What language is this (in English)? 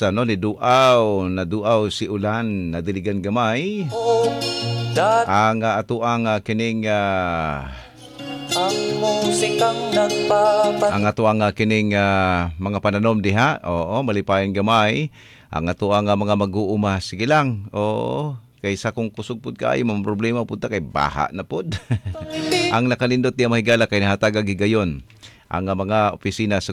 Cebuano